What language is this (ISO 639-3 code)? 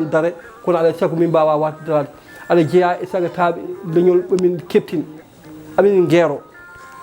ful